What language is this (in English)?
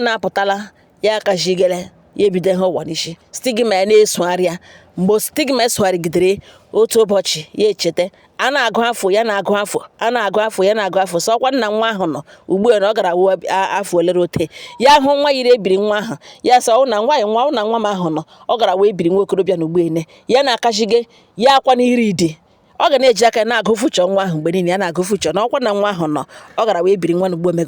Igbo